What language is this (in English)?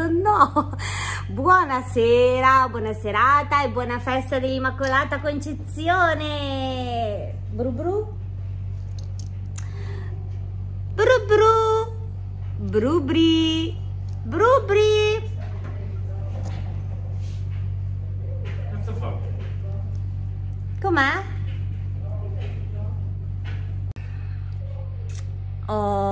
Italian